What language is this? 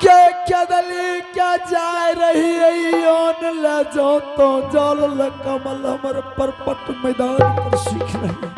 Angika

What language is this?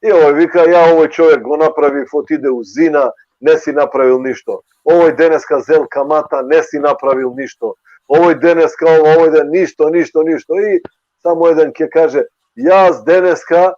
Balkan Romani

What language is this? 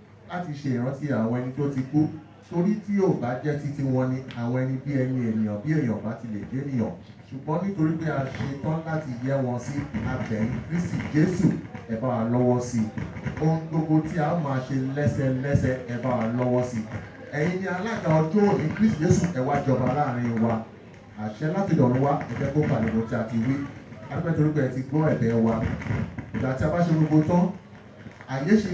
Yoruba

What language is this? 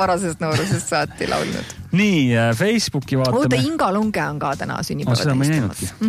Estonian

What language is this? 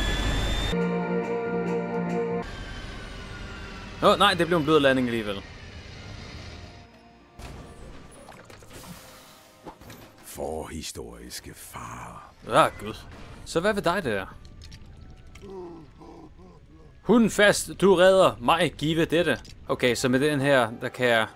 Danish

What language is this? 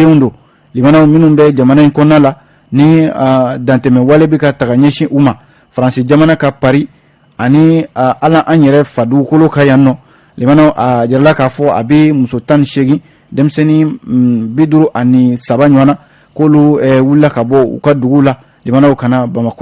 Bambara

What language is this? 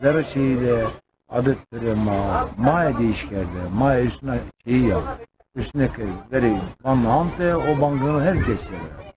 Zaza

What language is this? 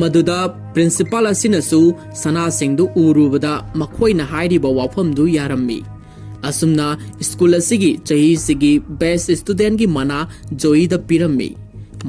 Manipuri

